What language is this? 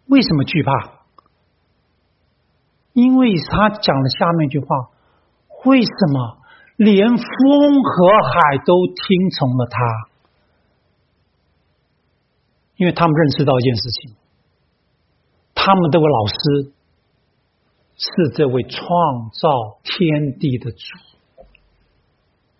Chinese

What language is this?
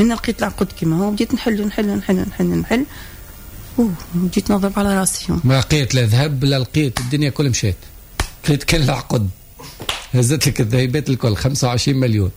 Tunisian Arabic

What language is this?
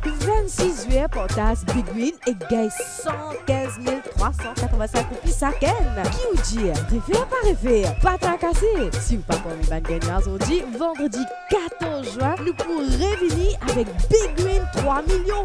Morisyen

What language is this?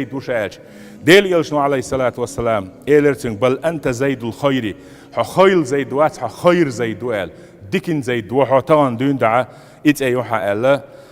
Chechen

